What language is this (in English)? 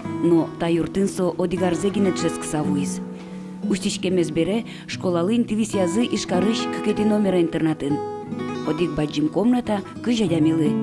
Udmurt